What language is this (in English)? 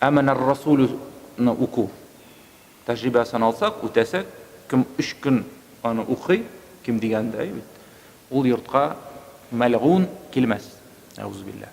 Tatar